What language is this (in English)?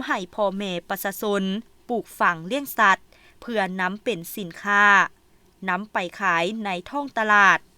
Lao